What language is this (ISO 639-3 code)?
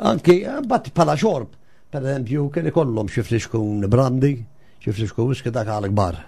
mlt